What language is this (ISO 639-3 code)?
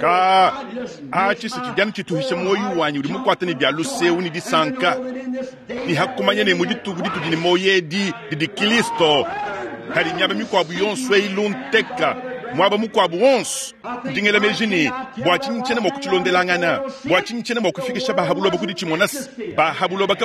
lua